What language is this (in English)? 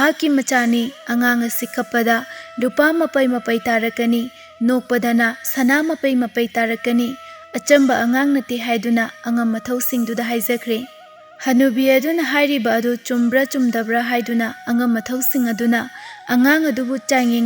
Manipuri